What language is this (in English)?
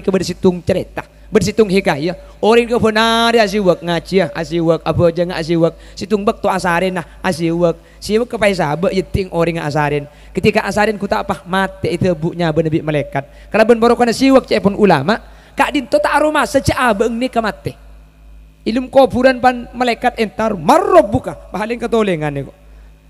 Madurese